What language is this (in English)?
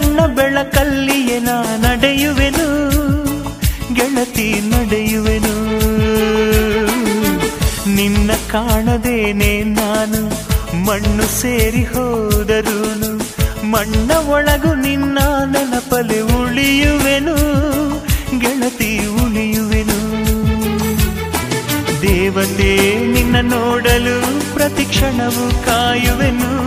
Kannada